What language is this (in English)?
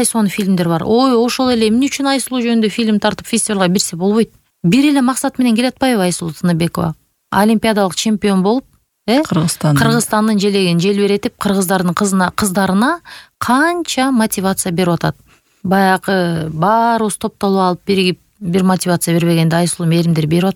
Kyrgyz